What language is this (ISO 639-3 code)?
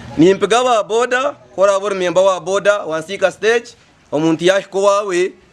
nyn